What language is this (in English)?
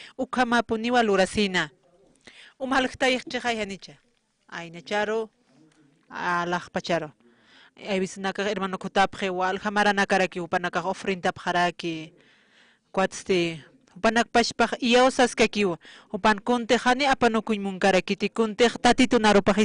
Aymara